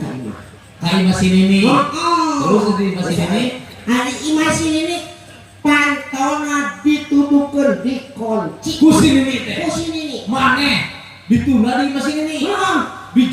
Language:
Sundanese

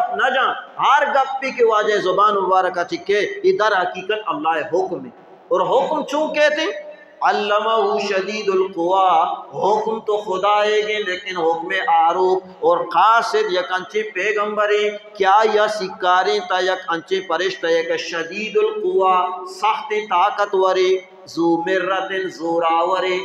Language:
Baluchi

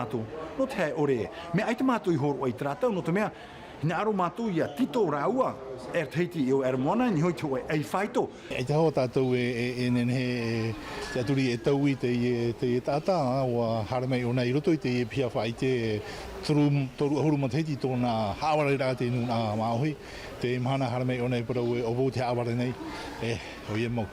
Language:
Tahitian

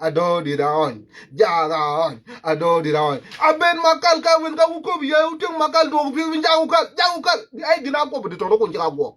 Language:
Nuer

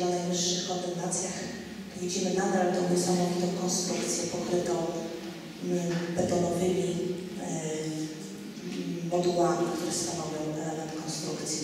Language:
Polish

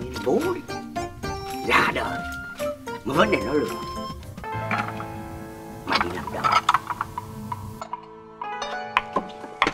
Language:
Vietnamese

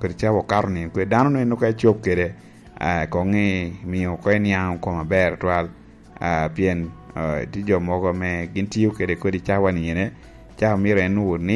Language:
Lango (Uganda)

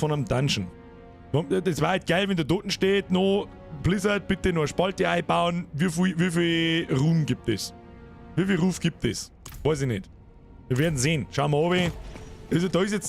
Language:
Bavarian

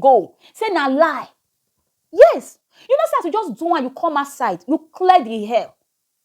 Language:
Nigerian Pidgin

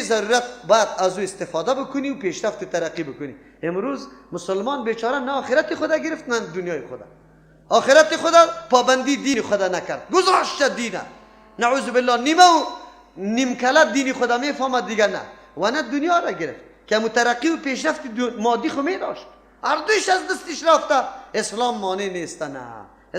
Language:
Persian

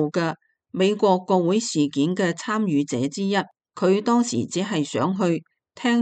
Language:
Cantonese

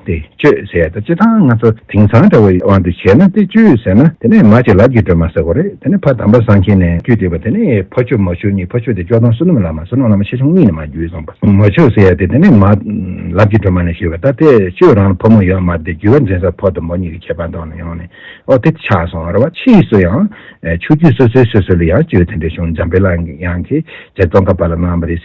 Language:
Tibetan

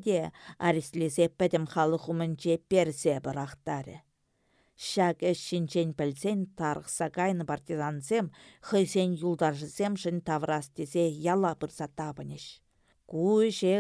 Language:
Chuvash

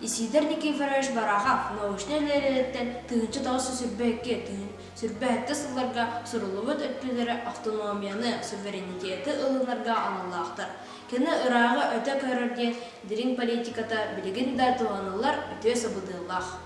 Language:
Yakut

